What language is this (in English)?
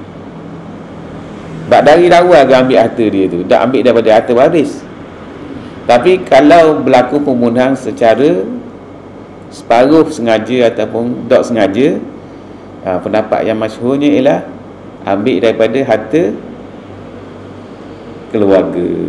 Malay